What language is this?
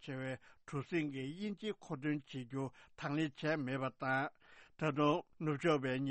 Tibetan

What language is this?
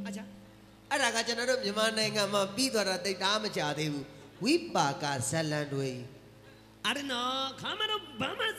Burmese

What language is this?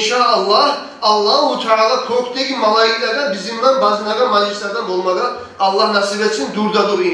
Kumyk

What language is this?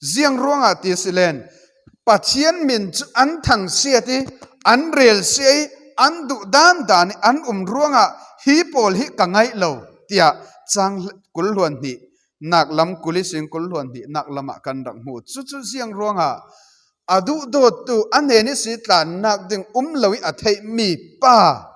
Falam Chin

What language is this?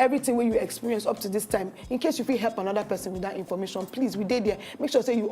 Nigerian Pidgin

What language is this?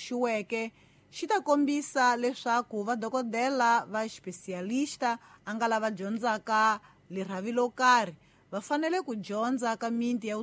Tsonga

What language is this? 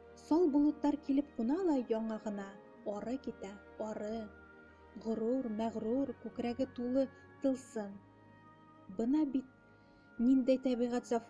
Bashkir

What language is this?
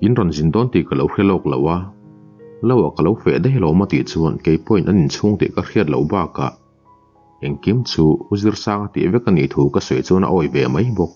Mizo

